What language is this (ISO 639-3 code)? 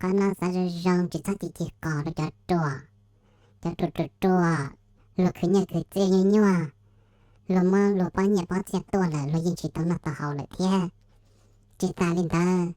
hmn